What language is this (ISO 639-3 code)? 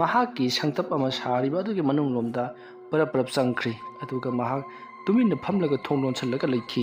mni